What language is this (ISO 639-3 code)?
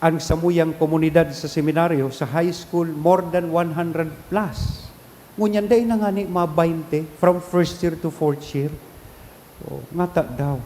bik